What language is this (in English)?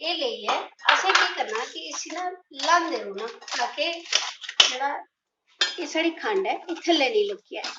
Dogri